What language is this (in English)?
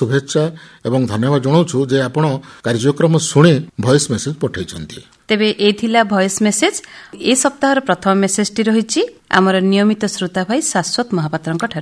Odia